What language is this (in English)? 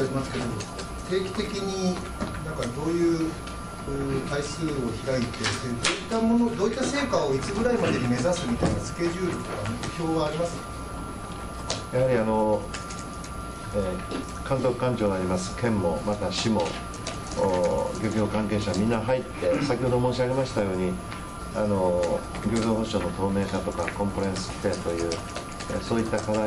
Japanese